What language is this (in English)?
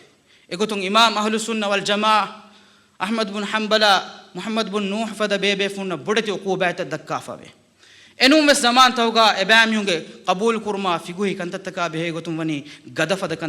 Divehi